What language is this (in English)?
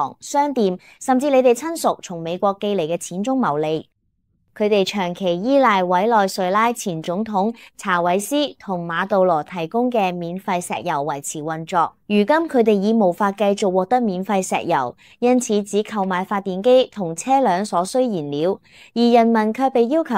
Cantonese